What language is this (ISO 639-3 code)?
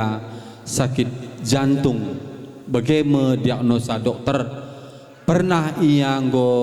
btx